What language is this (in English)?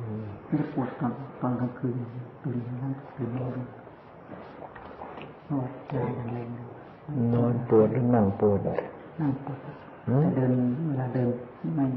Thai